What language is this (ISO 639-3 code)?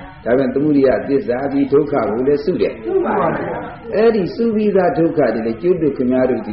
mya